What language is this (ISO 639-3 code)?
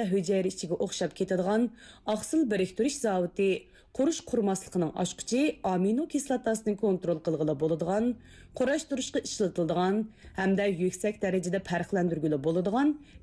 uig